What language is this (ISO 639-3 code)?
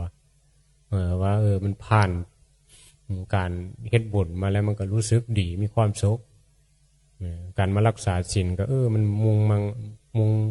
tts